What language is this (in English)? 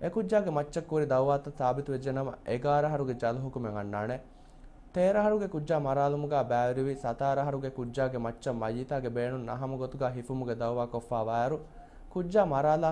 Divehi